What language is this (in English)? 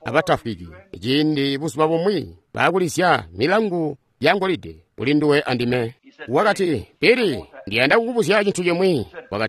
Tonga (Zambia)